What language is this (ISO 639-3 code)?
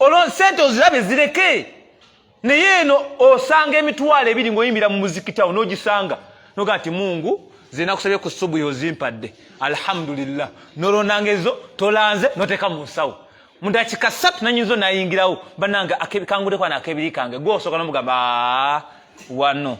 lug